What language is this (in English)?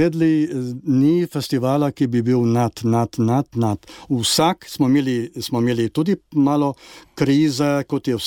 Slovenian